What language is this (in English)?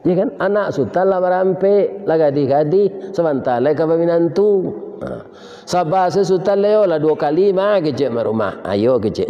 Minangkabau